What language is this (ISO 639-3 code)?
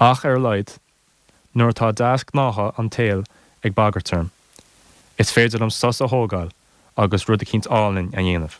gle